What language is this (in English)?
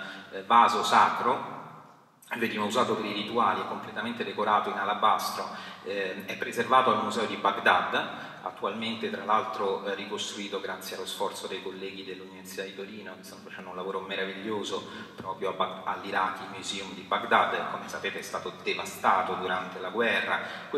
Italian